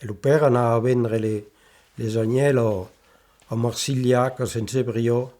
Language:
Occitan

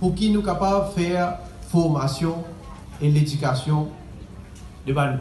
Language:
Morisyen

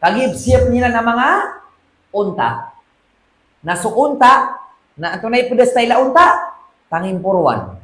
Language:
Maranao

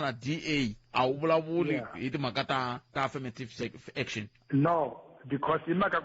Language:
Tsonga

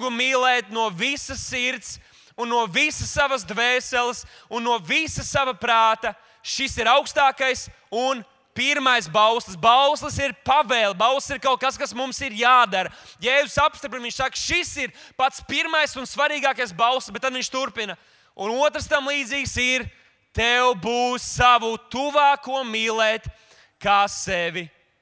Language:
Latvian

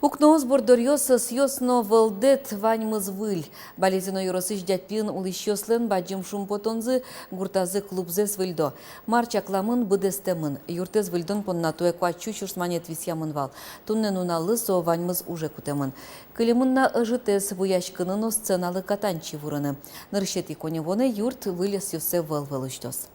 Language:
Udmurt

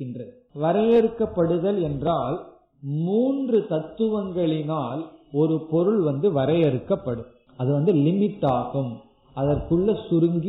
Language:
Tamil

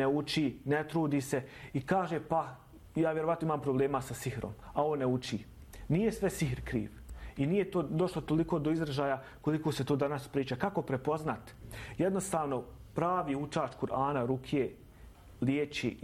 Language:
Bosnian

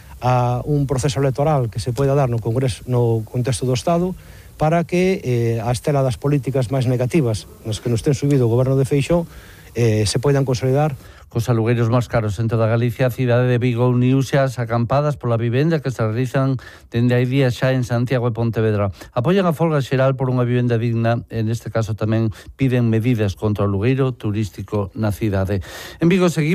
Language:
Galician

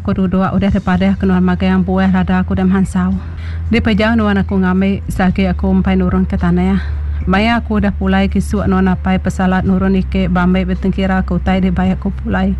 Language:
Iban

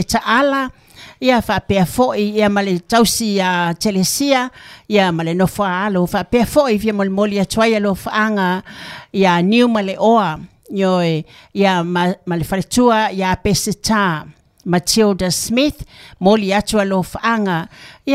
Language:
Samoan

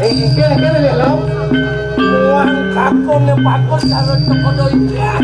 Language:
Balinese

